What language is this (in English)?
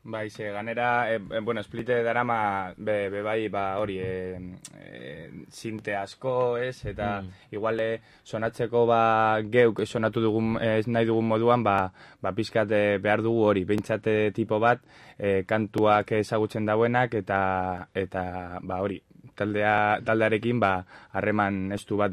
Basque